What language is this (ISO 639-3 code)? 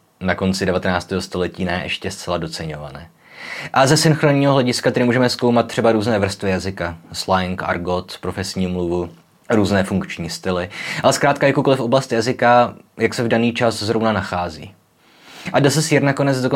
ces